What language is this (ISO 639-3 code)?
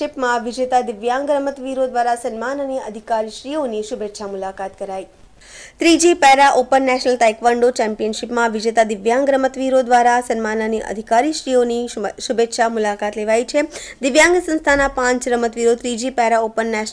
guj